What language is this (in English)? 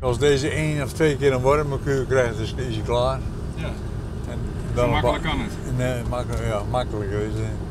Western Frisian